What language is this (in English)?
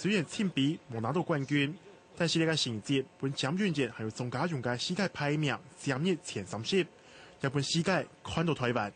Hakka Chinese